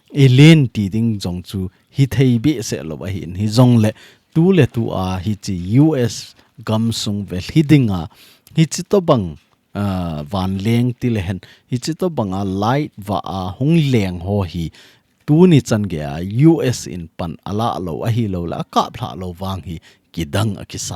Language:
Thado Chin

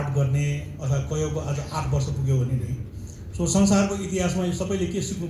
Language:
Nepali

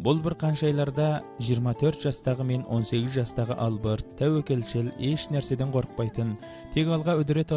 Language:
Kazakh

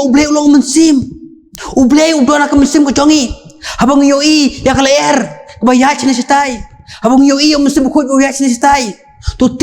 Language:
Khasi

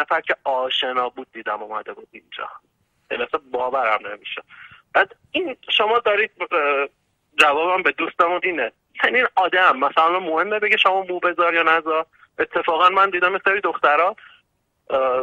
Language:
Persian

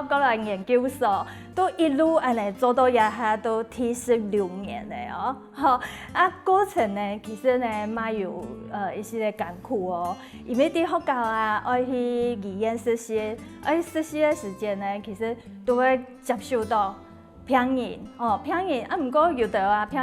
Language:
Hakka Chinese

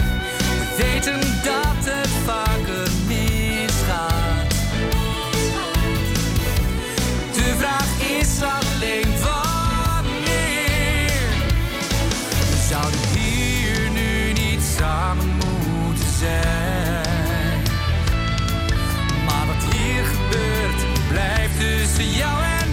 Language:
Dutch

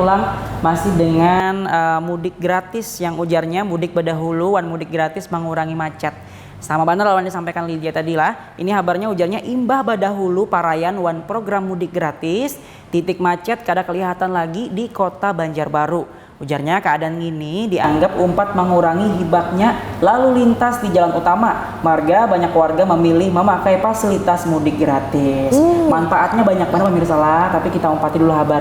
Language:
Banjar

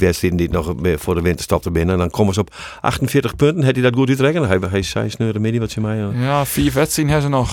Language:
Western Frisian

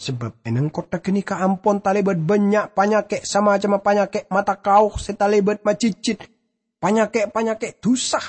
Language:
Madurese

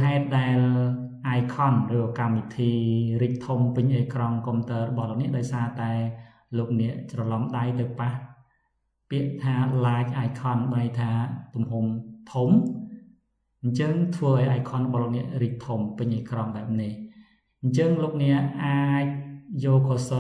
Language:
Khmer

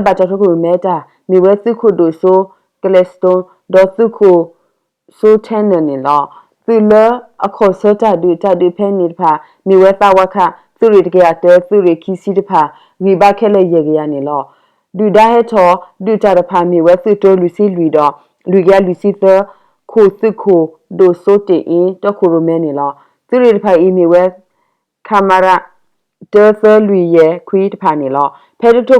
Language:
S'gaw Karen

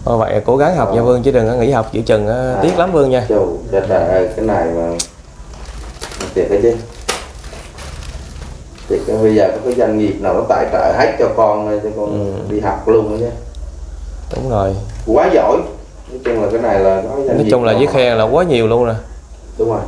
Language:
Vietnamese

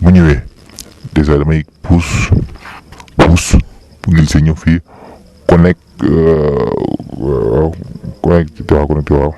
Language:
Wolof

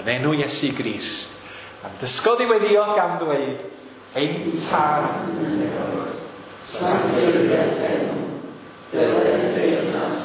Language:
Welsh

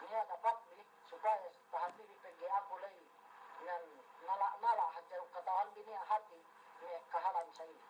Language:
Yakan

